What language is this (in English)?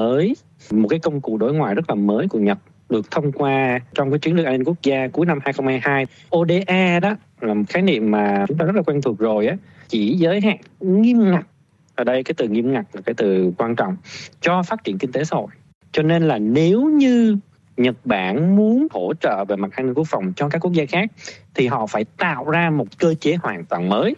Vietnamese